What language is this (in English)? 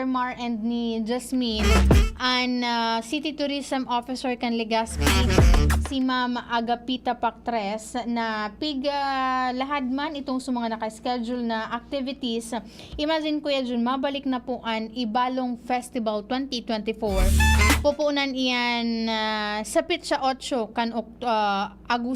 Bikol